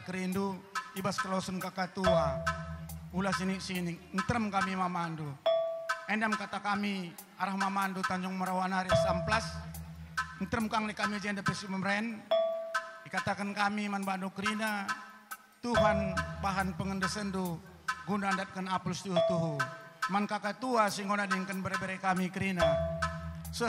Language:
Batak Karo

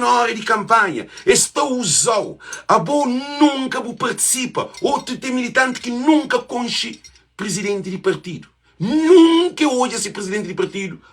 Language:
Kabuverdianu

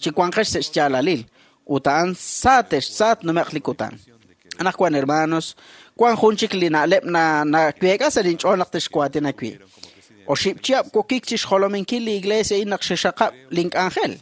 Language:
Kekchí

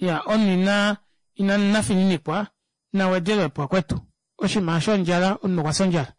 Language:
Kuanyama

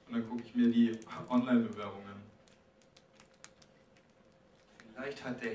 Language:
German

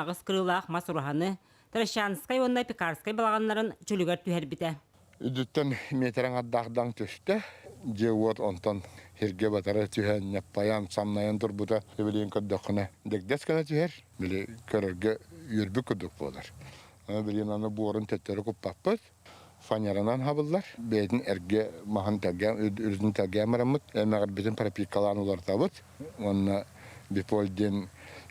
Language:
Yakut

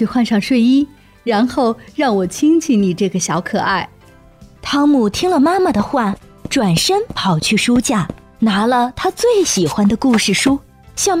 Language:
Chinese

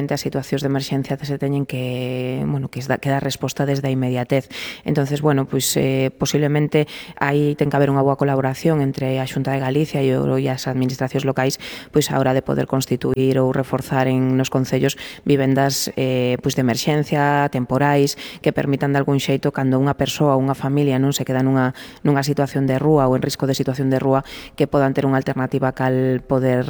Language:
Galician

